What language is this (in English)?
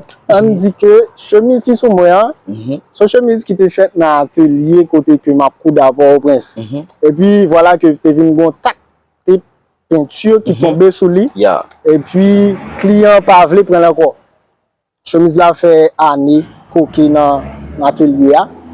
Haitian Creole